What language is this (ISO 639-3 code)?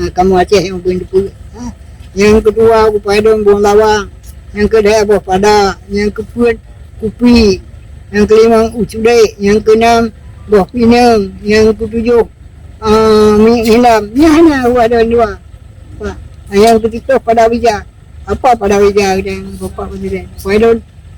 ace